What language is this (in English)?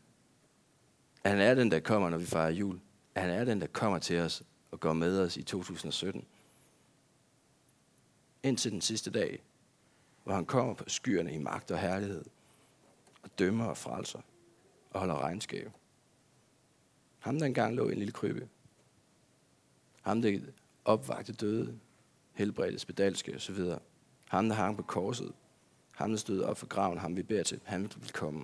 Danish